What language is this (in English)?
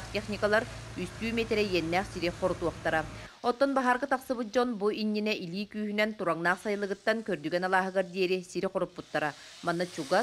Yakut